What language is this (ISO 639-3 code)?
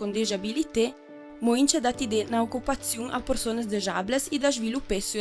lld